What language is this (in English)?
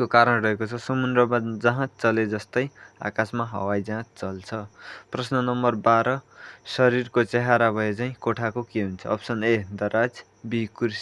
Nepali